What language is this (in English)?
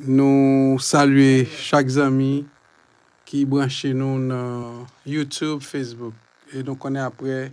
Haitian Creole